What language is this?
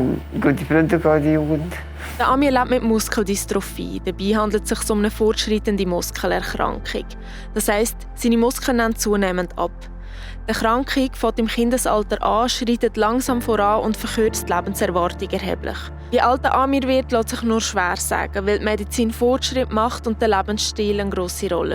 Swiss German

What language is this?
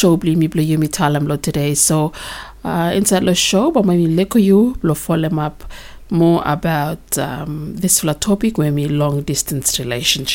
Bislama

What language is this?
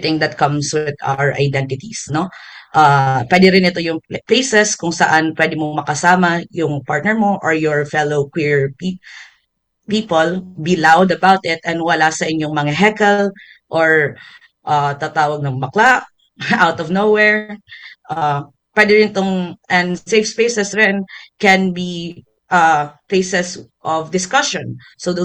Filipino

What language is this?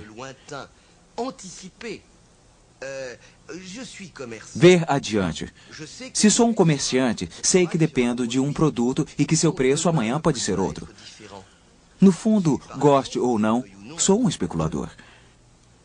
Portuguese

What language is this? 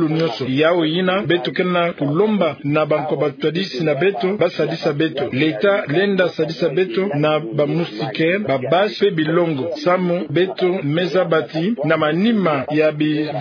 Kituba (Democratic Republic of Congo)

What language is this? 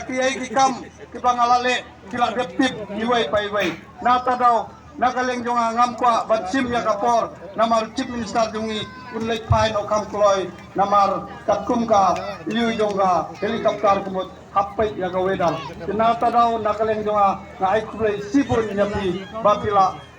Khasi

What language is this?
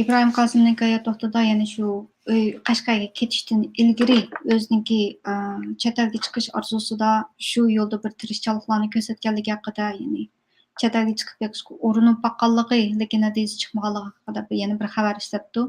Uyghur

